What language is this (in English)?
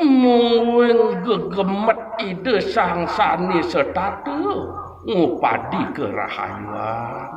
Balinese